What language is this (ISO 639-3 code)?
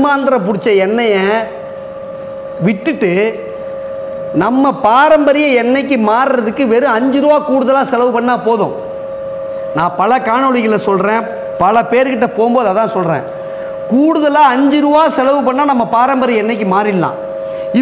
tam